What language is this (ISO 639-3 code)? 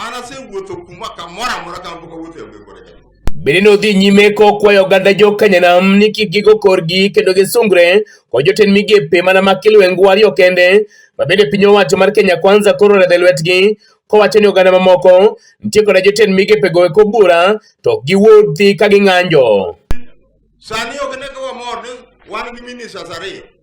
luo